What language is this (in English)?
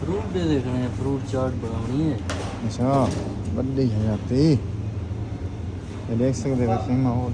Saraiki